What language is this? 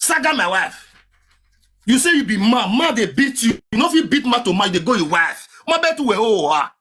Nigerian Pidgin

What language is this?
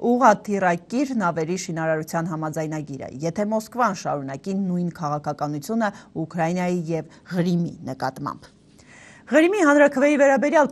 Armenian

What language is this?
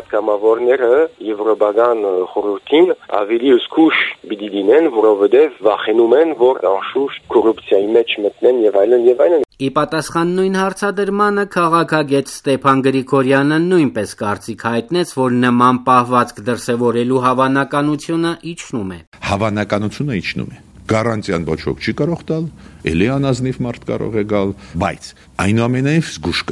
Armenian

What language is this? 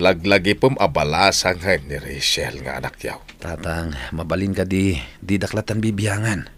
Iloko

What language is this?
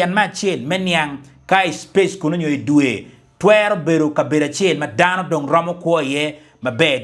Acoli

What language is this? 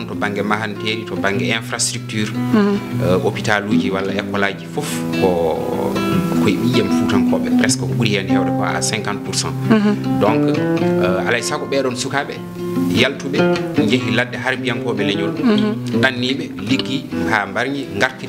Fula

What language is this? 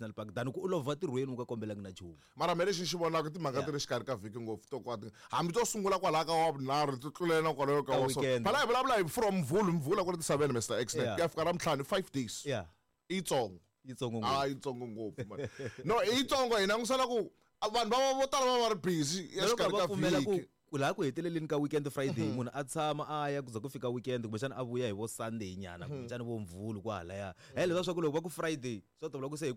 Tsonga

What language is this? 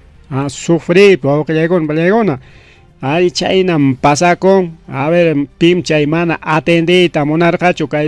Ayacucho Quechua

